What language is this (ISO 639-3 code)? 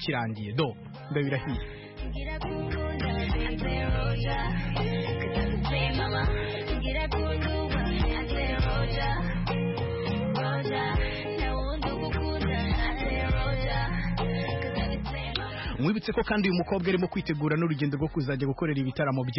kin